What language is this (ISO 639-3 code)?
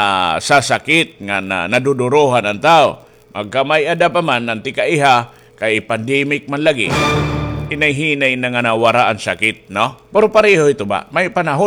war